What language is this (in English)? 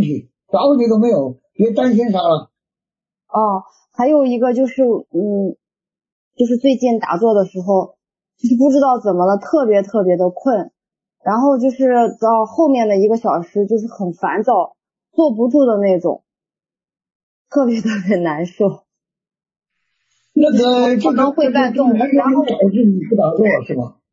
Chinese